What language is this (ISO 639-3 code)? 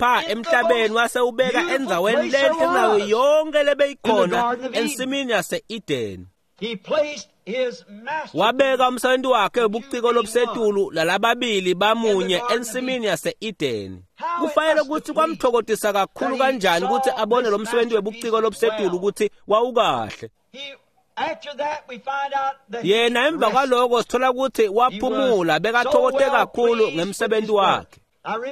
ssw